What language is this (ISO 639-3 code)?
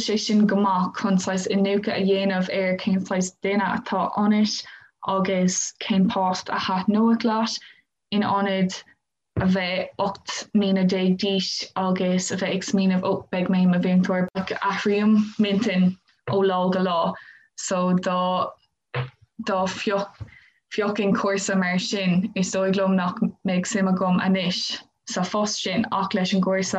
gle